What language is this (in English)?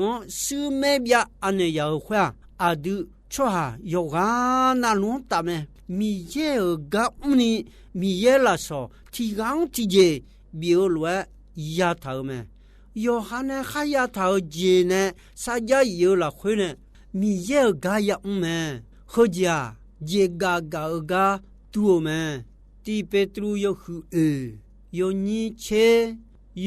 Akha